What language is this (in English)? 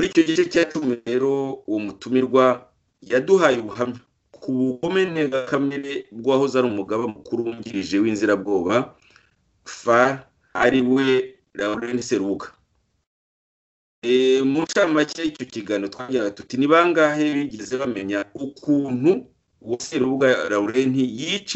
Kinyarwanda